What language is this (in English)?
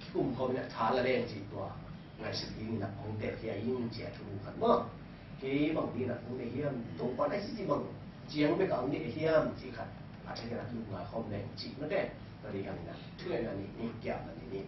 Tedim Chin